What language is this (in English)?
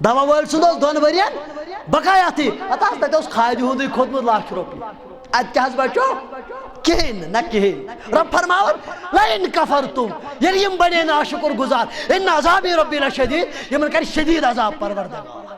Kashmiri